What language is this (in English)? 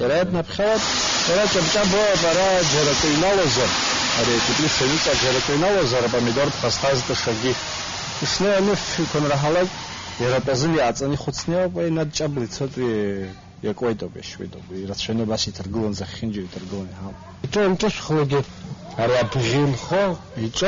Abkhazian